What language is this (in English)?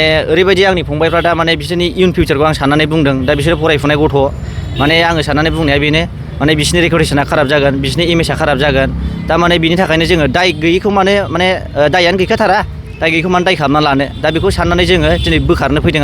Bodo